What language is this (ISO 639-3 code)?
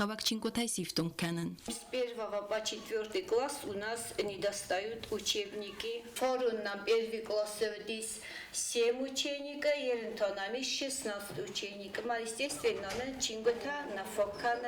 oss